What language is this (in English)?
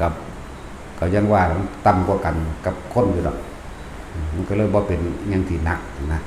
Northeastern Thai